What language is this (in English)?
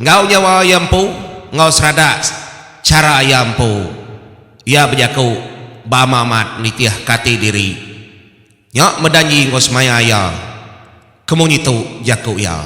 Iban